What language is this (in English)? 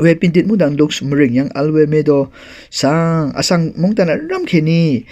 Rawang